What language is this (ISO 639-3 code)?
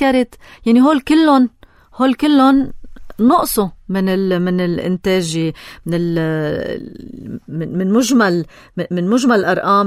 apc